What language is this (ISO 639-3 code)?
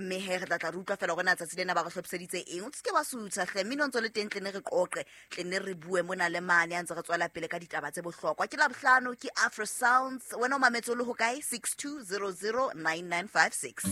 sot